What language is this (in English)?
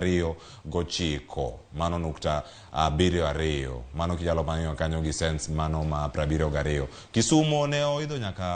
Luo (Kenya and Tanzania)